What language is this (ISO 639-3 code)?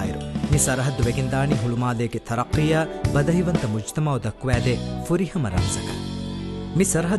div